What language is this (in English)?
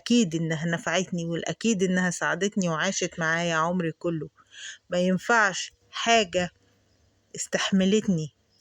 Egyptian Arabic